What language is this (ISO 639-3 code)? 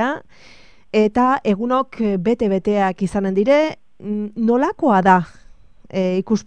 eus